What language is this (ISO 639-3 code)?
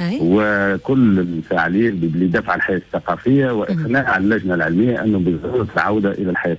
aeb